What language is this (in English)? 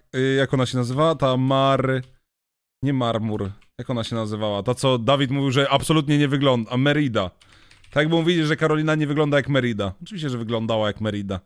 Polish